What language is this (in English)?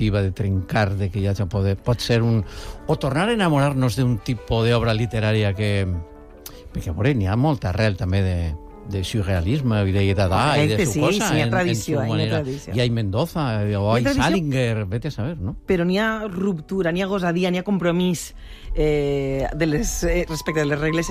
Catalan